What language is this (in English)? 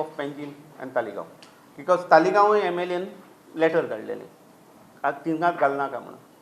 Konkani